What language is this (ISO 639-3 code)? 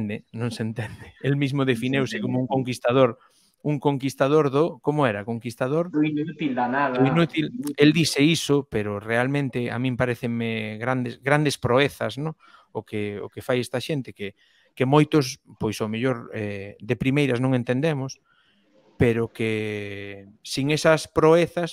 glg